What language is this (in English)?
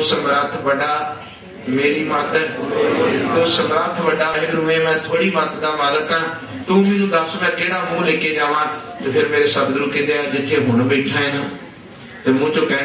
Punjabi